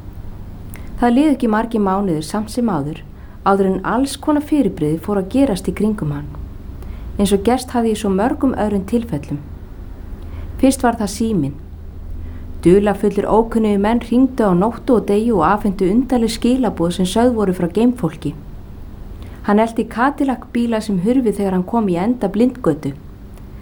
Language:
Icelandic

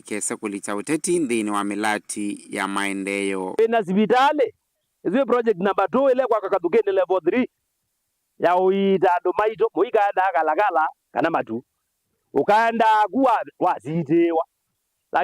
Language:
Kamba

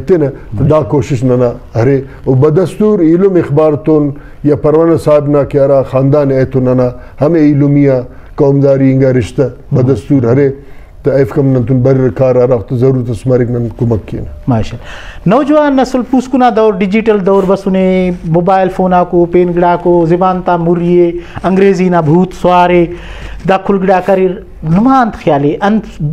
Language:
Brahui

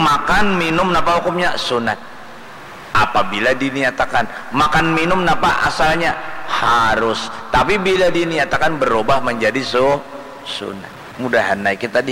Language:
Banjar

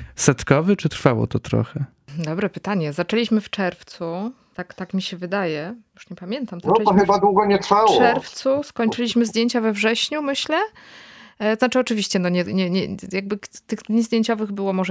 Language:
Polish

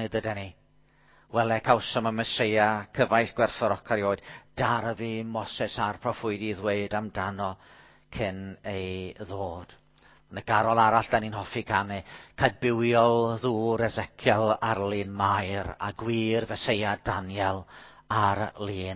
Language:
Welsh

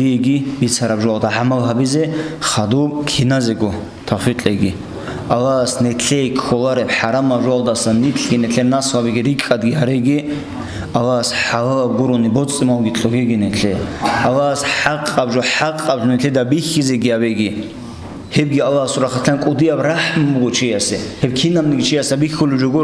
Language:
Avaric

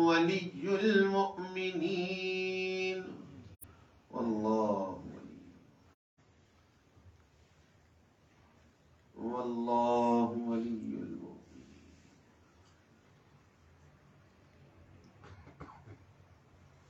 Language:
Urdu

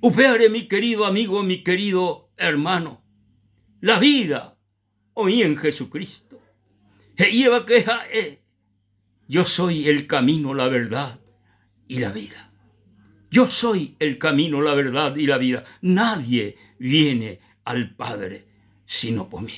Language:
Guarani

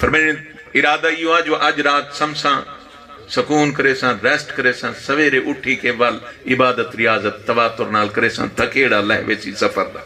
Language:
Saraiki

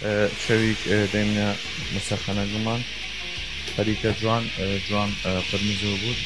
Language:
Southern Kurdish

